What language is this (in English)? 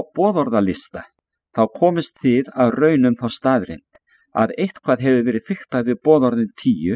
Icelandic